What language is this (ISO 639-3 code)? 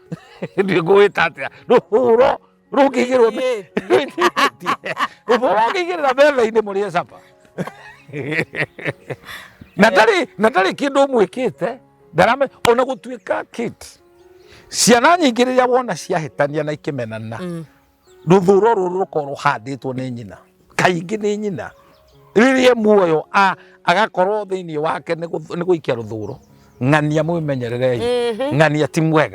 kik